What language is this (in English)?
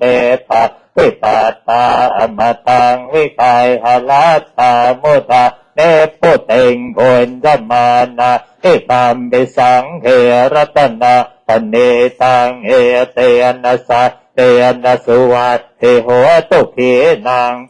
Pali